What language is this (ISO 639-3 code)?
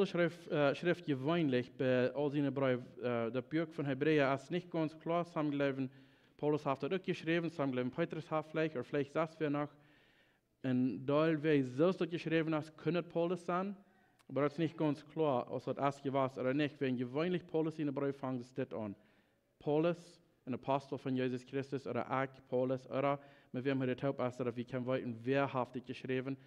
pdt